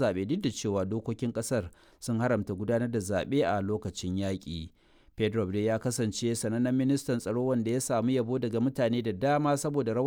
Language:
Hausa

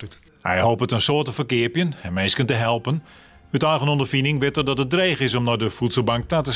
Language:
Western Frisian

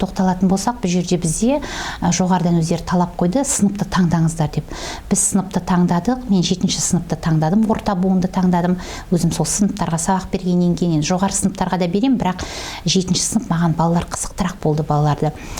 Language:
Kazakh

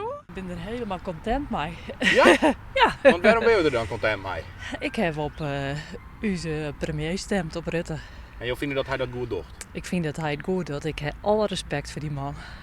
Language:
Western Frisian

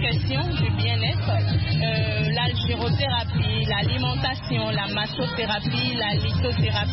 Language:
French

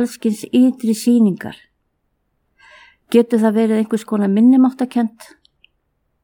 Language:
Icelandic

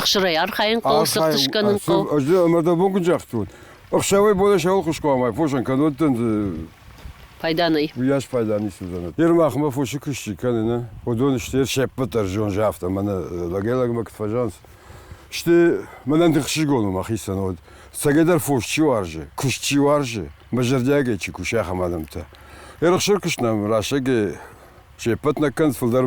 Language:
Ossetic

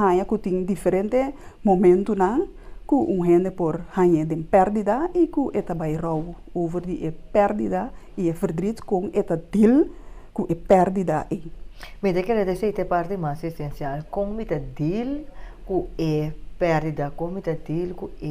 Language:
Papiamento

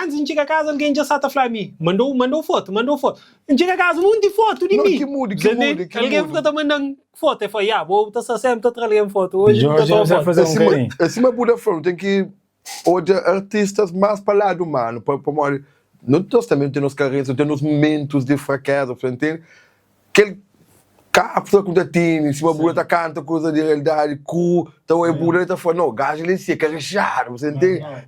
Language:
Kabuverdianu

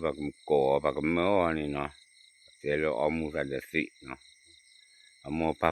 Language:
S'gaw Karen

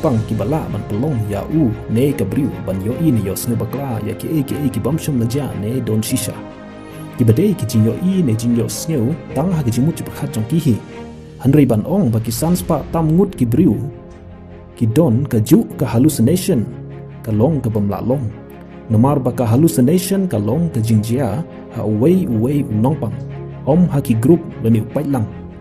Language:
Khasi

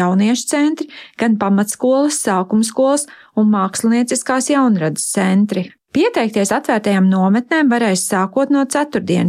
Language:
Latvian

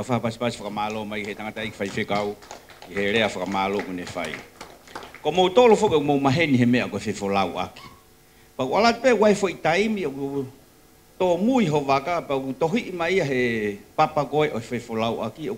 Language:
Tongan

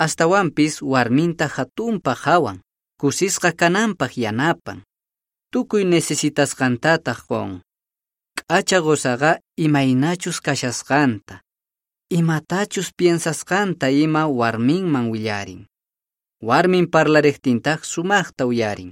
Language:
Quechua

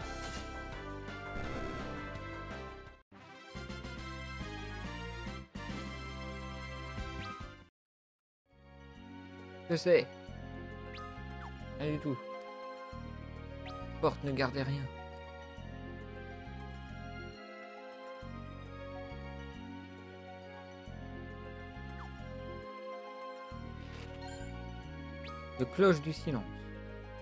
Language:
French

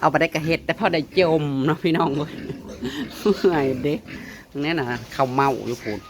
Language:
Northeastern Thai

